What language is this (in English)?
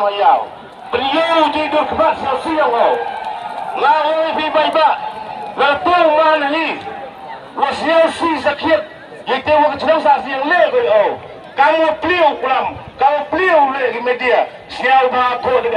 Khasi